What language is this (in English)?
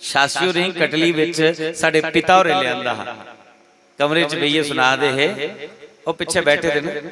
Dogri